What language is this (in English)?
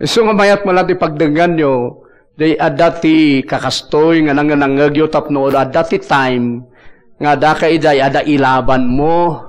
Iloko